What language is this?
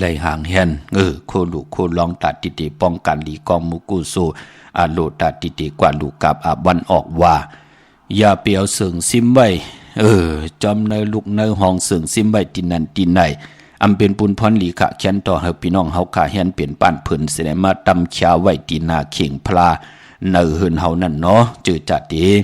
Shan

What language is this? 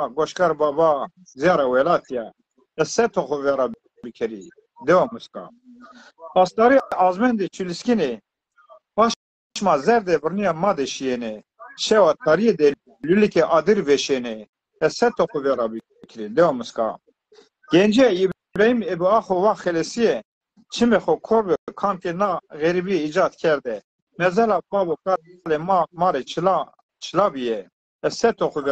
Zaza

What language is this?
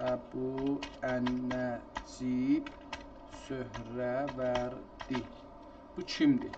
South Azerbaijani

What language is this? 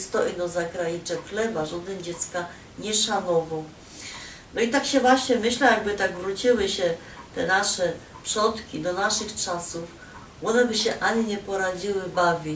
Silesian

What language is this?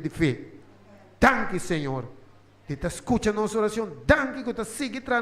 Papiamento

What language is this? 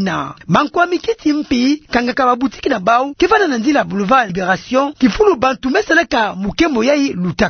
Kituba (Democratic Republic of Congo)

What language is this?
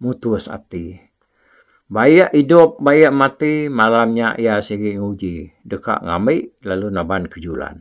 Iban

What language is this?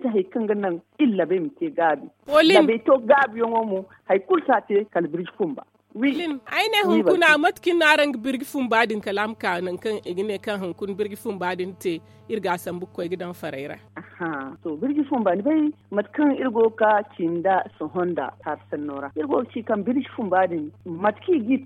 Zarma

